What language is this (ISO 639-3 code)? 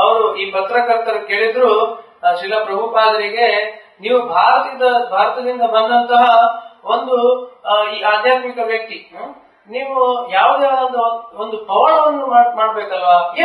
kan